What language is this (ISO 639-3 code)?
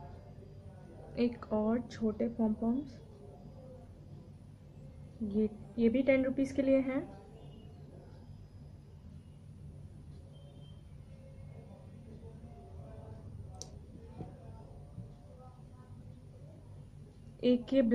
hin